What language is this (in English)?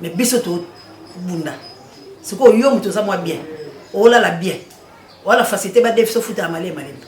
Lingala